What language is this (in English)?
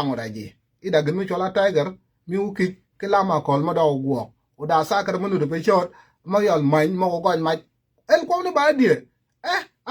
Nuer